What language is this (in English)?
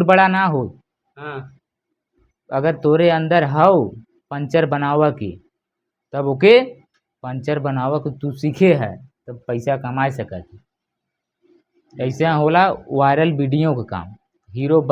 Bhojpuri